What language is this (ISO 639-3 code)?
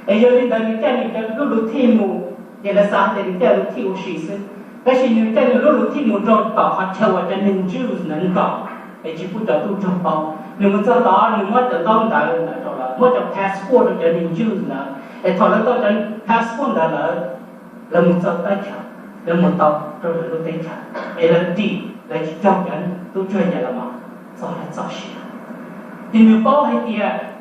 hmn